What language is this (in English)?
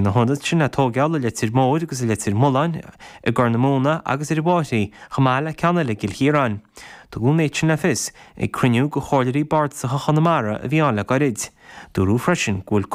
Irish